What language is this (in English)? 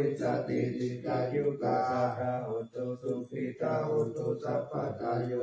Pali